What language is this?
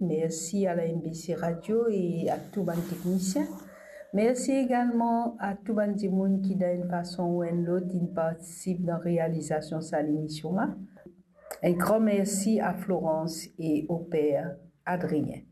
Morisyen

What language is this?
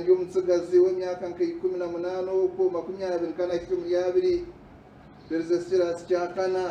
Nyankole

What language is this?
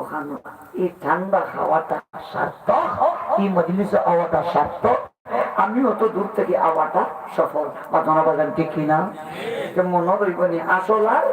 Sylheti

